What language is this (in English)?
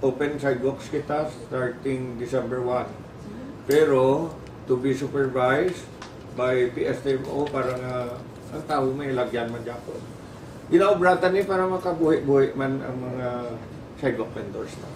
Hiligaynon